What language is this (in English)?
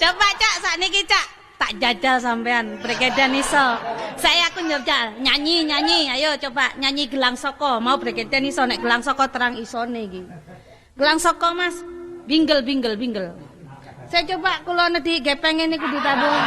Javanese